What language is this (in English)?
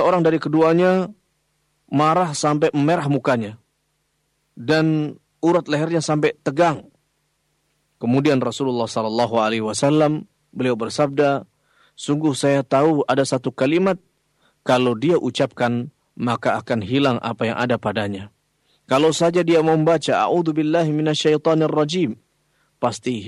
Indonesian